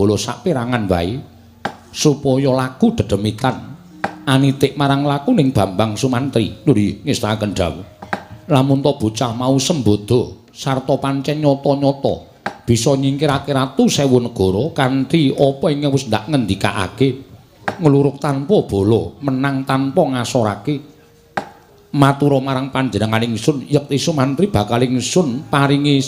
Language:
Javanese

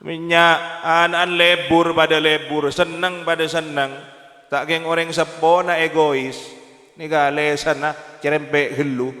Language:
Madurese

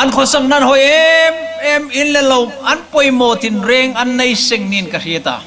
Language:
Hmar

